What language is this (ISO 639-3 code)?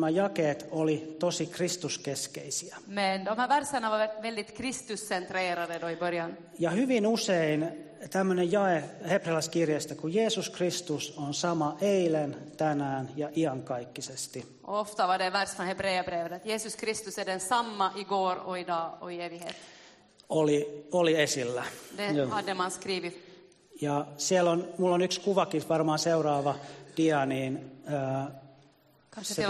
fin